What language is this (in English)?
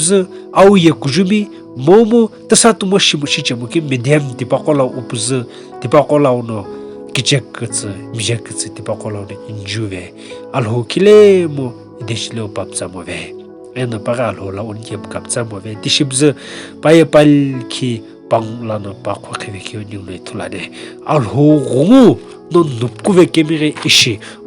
Sumi Naga